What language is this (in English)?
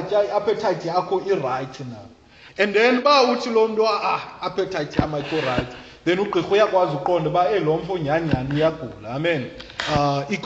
Xhosa